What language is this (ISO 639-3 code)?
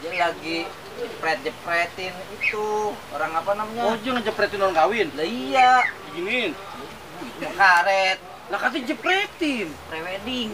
bew